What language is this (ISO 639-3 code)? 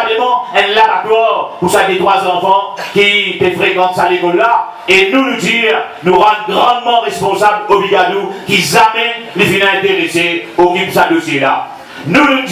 mfe